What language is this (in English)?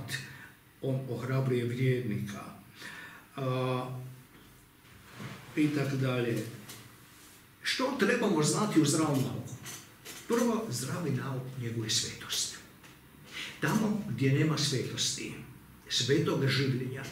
Croatian